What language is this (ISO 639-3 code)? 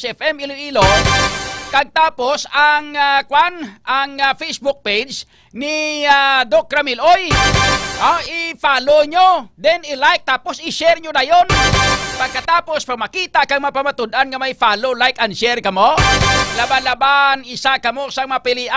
hil